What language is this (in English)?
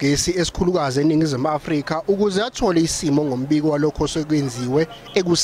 Zulu